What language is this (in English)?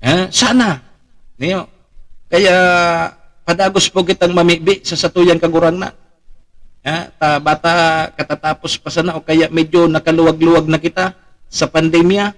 Bikol